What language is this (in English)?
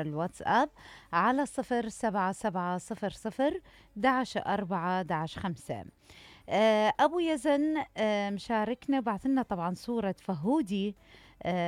Mesopotamian Arabic